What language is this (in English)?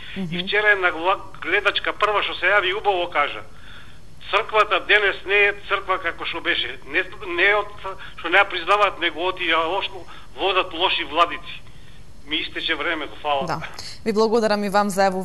Macedonian